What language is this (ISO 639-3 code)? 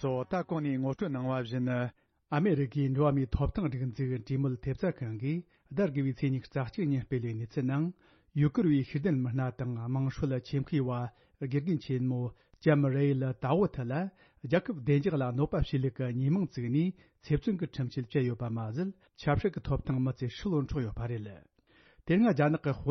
bod